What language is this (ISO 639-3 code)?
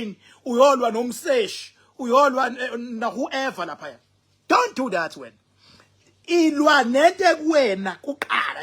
zul